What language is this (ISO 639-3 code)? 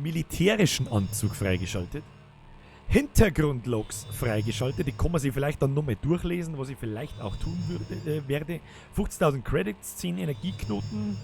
bar